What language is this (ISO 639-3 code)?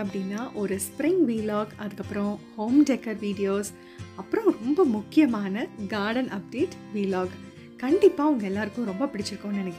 tam